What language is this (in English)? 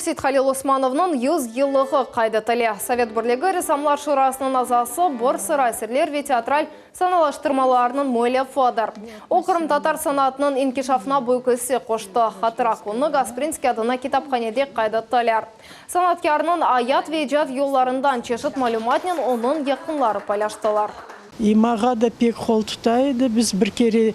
Crimean Tatar